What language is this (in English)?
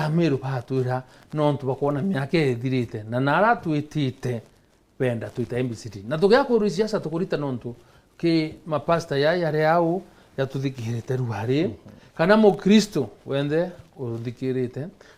Meru